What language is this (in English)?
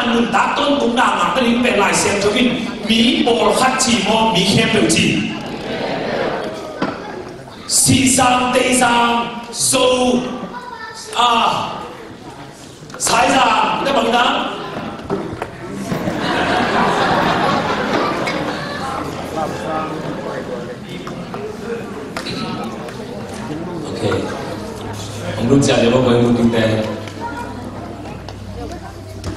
Vietnamese